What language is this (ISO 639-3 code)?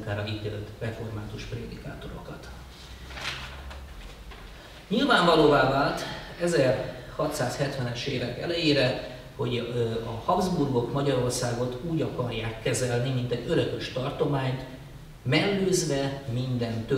hun